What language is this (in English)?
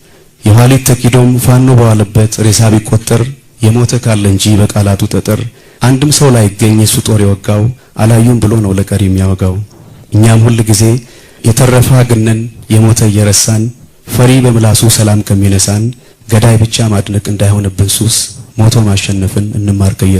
Amharic